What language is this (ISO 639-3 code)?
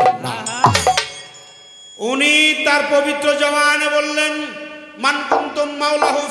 ben